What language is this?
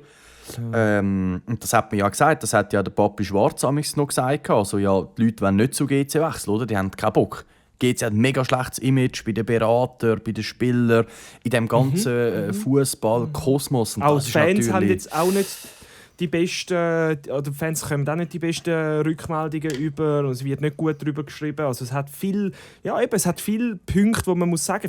Swiss German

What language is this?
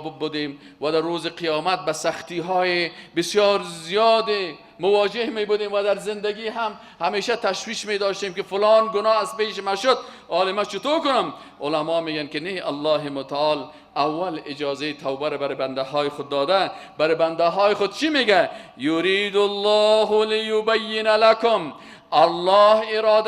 Persian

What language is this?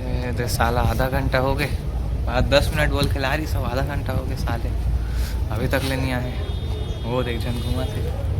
Chhattisgarhi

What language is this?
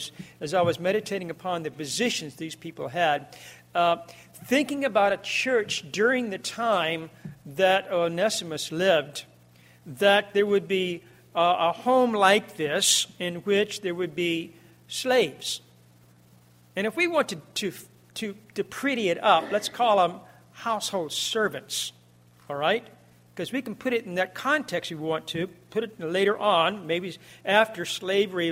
English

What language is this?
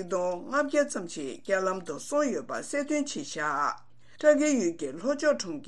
Tibetan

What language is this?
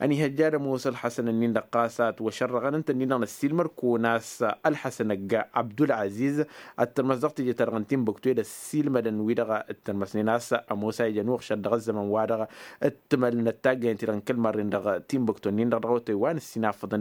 Tamasheq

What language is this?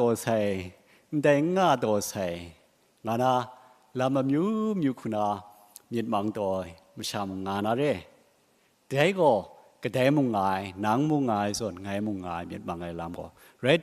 Kachin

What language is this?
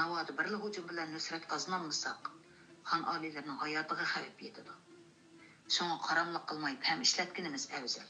Uyghur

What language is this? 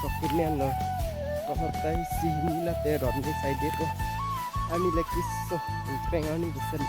Karbi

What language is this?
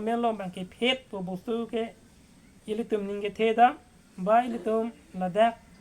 Karbi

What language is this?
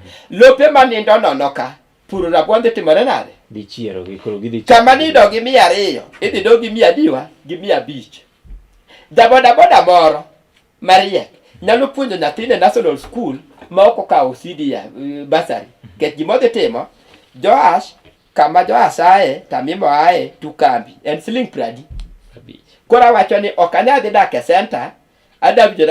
Luo (Kenya and Tanzania)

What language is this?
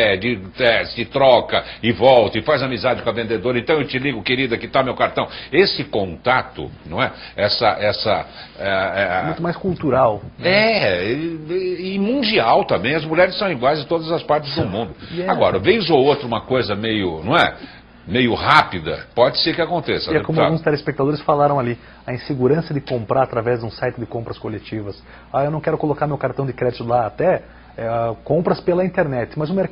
Portuguese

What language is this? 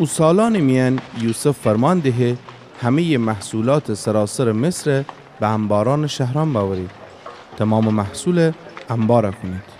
Gilaki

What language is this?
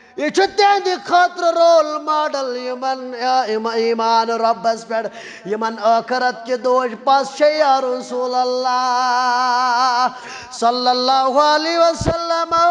Kashmiri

